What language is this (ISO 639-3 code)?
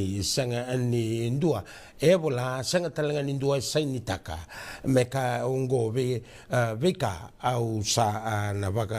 fij